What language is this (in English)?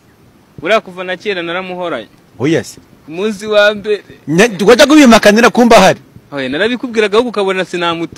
Kinyarwanda